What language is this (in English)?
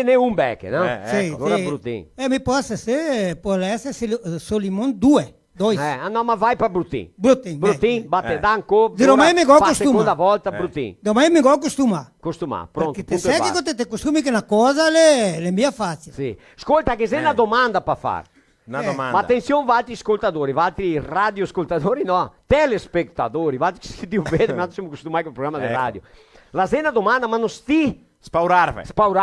Venetian